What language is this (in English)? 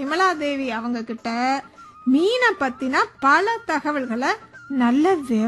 Tamil